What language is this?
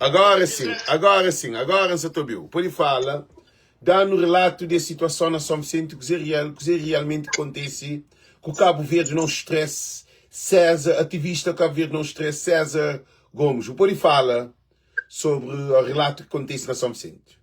Kabuverdianu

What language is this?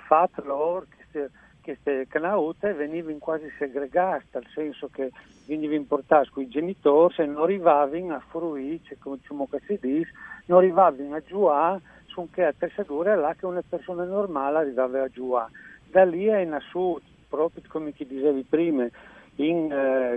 Friulian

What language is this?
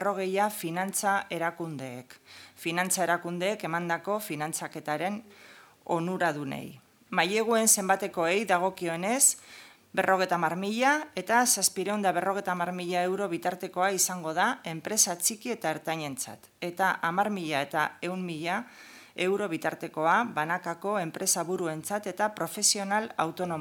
Basque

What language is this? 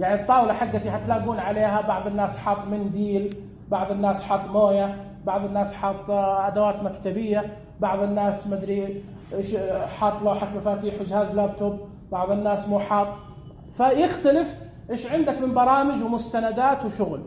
Najdi Arabic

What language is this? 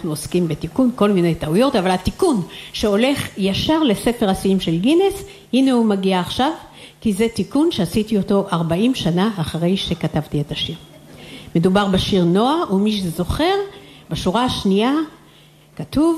Hebrew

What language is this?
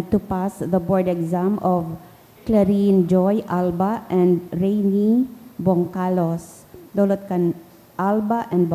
Bikol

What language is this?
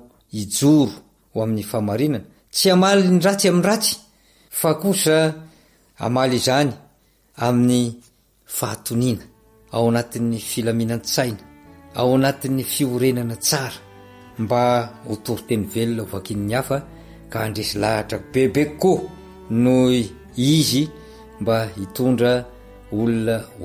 Malagasy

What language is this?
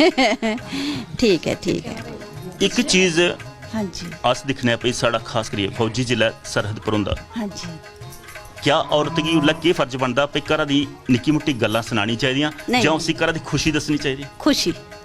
Dogri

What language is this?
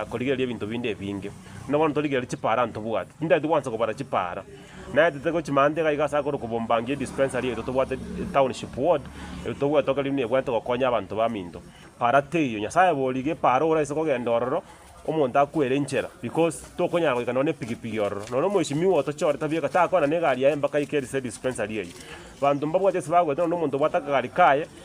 Gusii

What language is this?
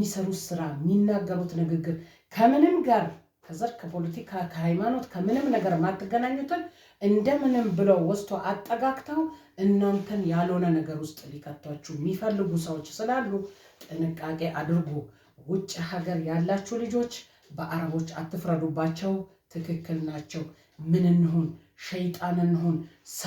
Amharic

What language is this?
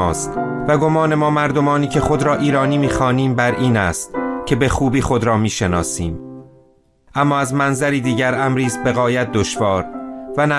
Persian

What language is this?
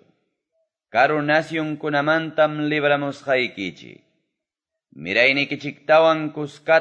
Quechua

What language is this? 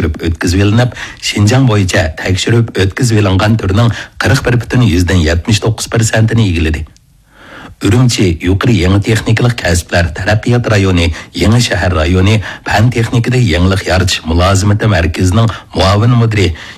Uyghur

